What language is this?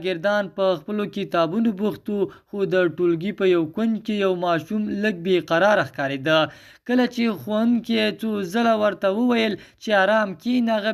Pashto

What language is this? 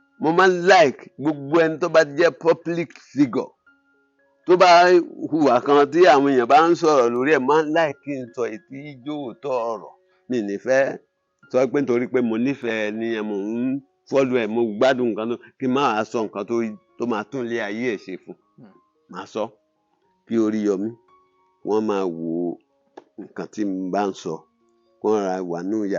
Yoruba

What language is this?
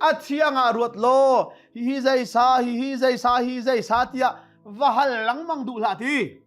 Hakha Chin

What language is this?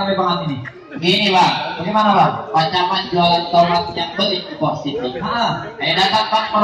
Betawi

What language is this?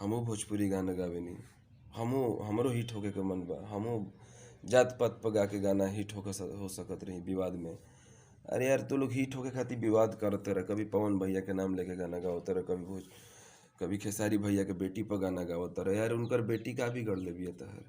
Bhojpuri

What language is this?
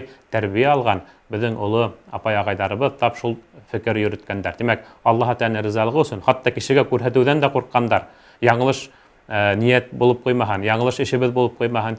Bashkir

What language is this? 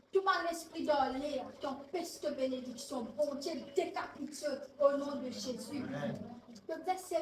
Morisyen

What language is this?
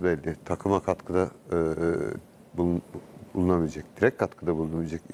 Turkish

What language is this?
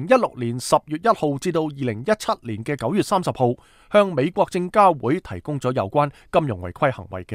Cantonese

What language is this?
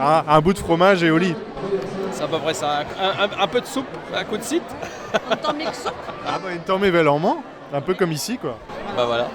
Breton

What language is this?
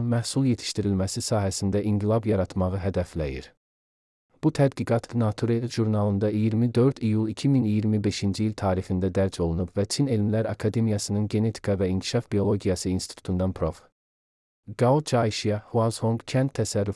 Azerbaijani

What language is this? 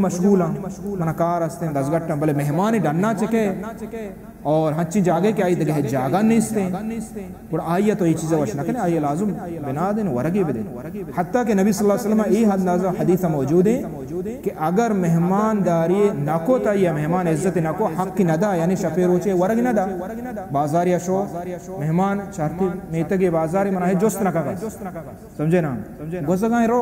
Baluchi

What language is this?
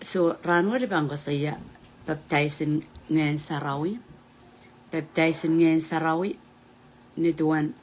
Pohnpeian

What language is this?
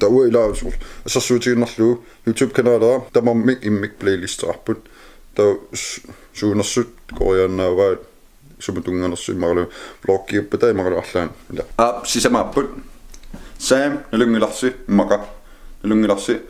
Kalaallisut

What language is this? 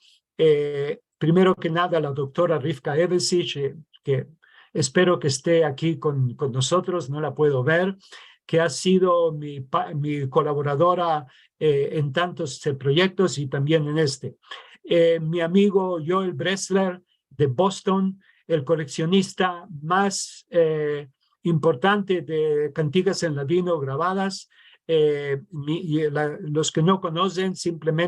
Ladino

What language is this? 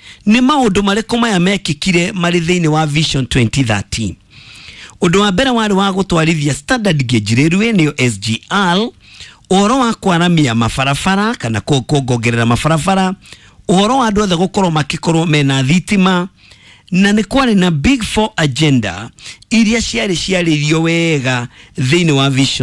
Kikuyu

